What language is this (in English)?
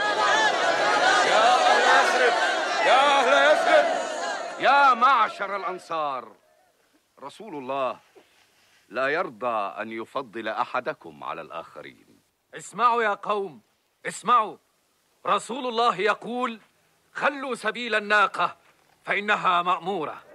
Arabic